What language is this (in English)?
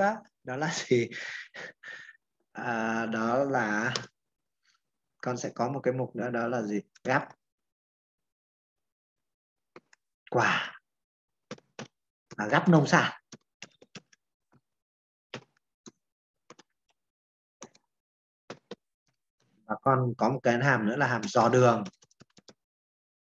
Vietnamese